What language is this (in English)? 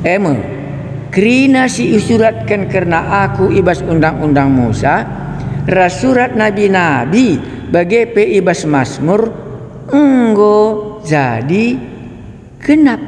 Batak Karo